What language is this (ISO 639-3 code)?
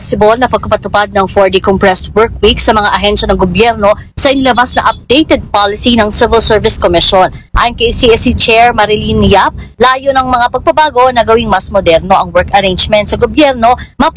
fil